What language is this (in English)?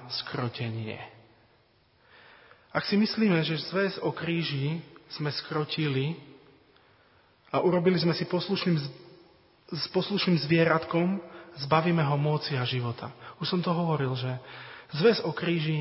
Slovak